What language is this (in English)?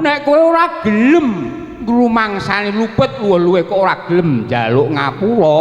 Javanese